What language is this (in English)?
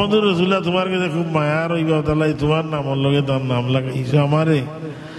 Sylheti